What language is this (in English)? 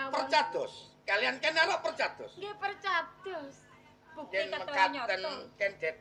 Javanese